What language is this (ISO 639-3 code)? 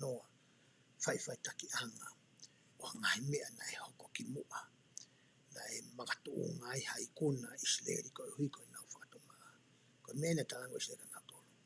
ton